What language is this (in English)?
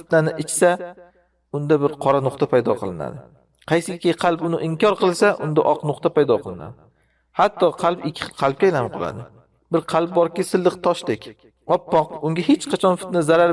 Uzbek